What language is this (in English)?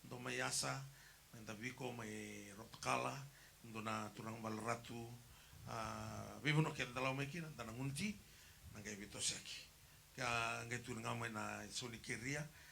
Fijian